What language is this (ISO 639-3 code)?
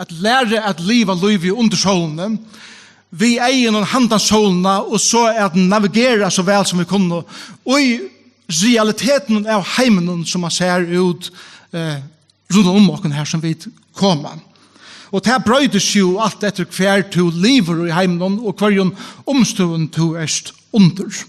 fao